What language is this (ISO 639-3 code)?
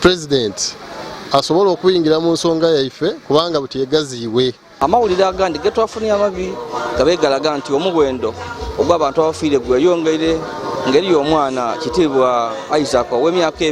lug